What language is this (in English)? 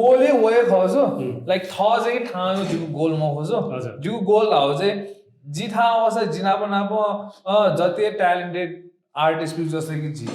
Newari